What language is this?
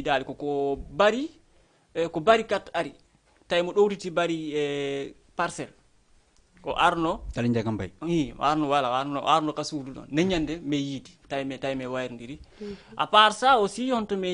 Fula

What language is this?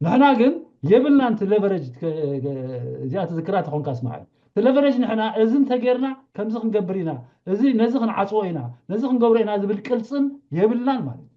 Tigrinya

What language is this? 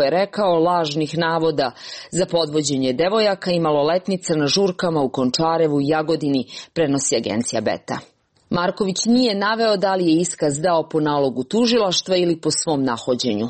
Serbian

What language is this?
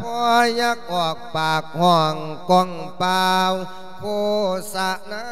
Lao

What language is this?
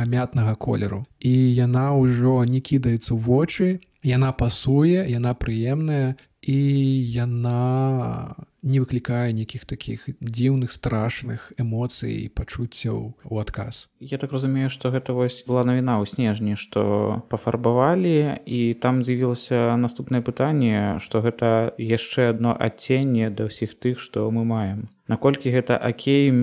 Belarusian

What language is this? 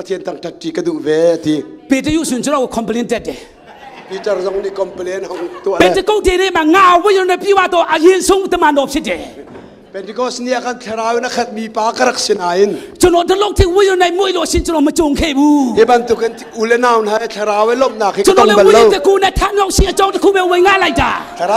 Hakha Chin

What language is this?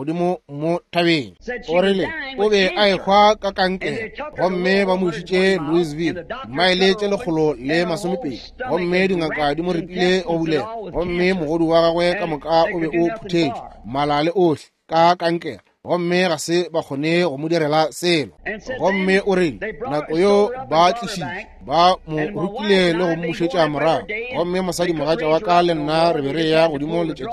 Northern Sotho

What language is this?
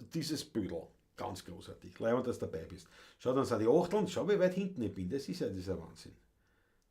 Bavarian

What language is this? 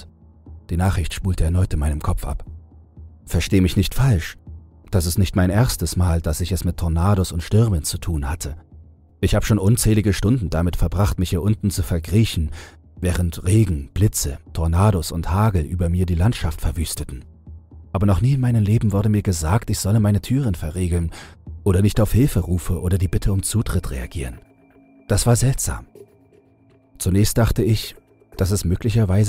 German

